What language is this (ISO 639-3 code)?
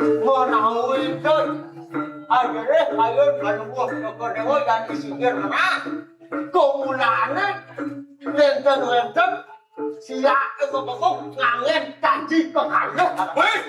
ban